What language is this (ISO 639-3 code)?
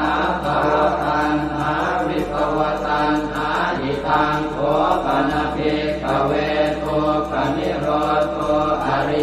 pli